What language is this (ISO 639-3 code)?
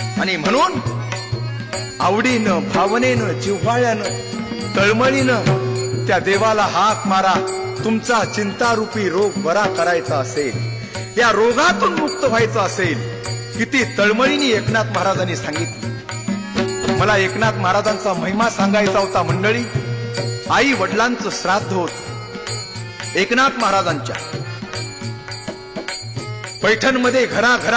mar